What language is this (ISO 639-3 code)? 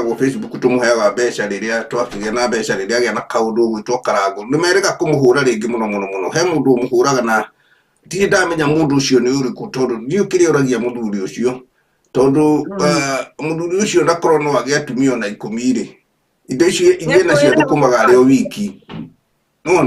kik